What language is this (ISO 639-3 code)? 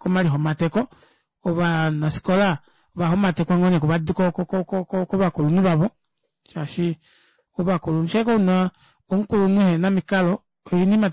kua